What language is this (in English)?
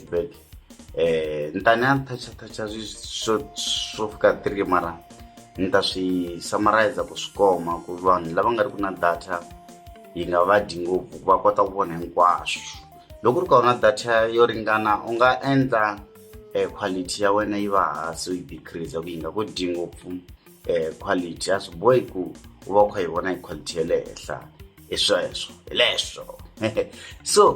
Tsonga